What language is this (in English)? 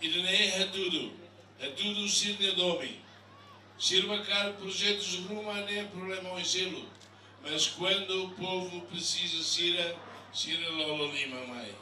Tetum